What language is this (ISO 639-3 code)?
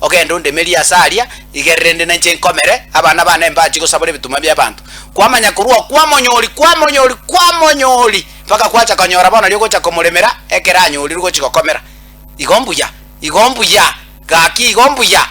guz